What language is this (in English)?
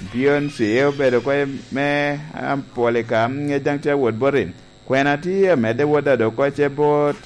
Lango (Uganda)